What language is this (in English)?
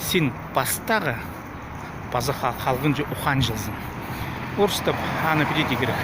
Khakas